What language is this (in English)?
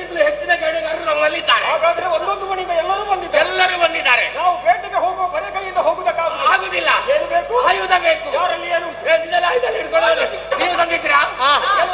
Kannada